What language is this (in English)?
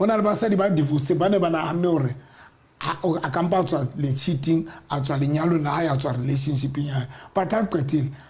Southern Sotho